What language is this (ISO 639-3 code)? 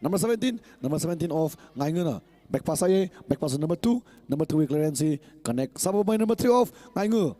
nmf